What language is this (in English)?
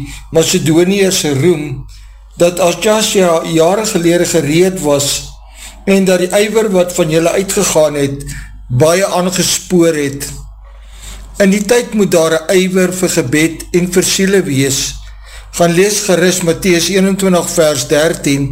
Afrikaans